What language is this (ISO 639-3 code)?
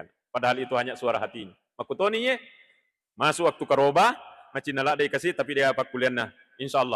bug